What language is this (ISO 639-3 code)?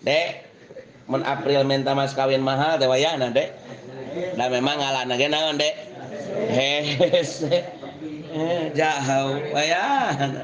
sun